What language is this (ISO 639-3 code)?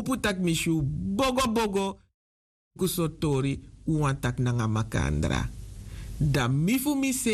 srn